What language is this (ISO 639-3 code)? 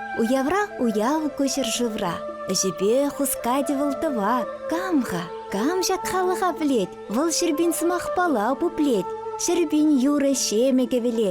chv